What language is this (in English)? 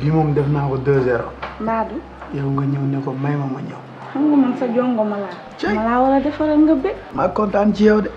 Wolof